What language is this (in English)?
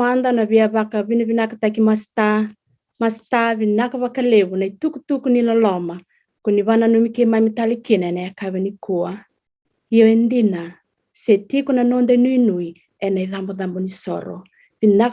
Fijian